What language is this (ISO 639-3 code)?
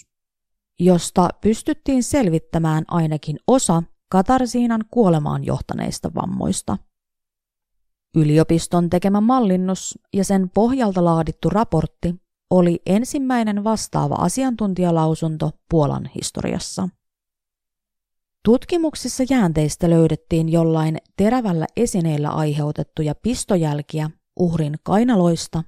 fin